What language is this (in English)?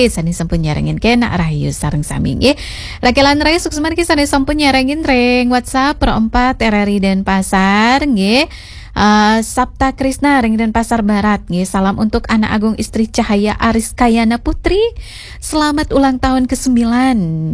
Balinese